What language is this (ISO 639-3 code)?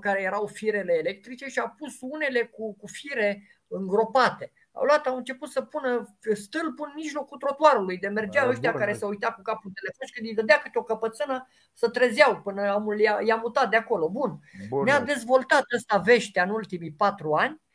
ron